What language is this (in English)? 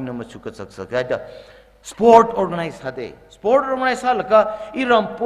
Tangkhul Naga (India)